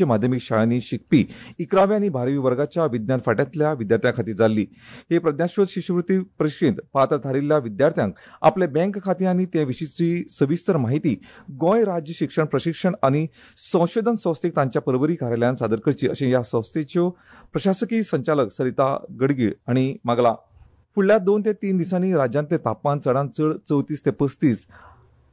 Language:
Konkani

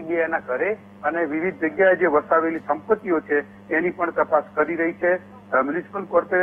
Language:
Gujarati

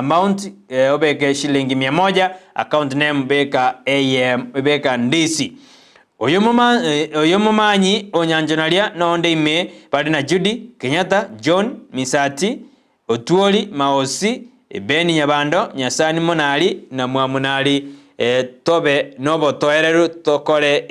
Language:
Gusii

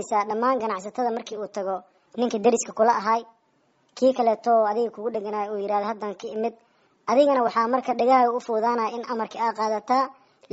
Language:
Somali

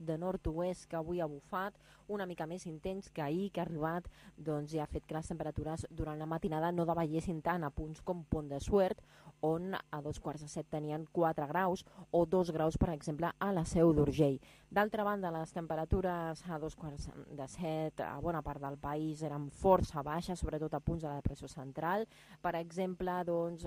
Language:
Catalan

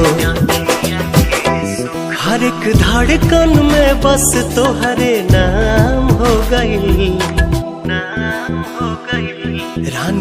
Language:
Bhojpuri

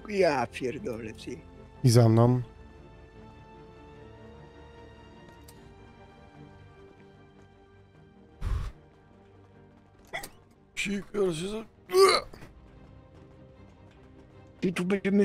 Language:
Polish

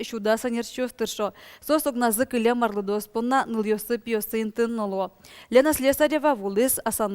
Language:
Udmurt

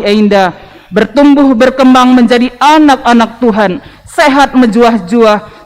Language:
Batak Karo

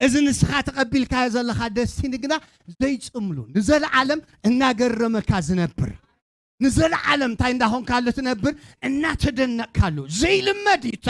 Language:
Tigrinya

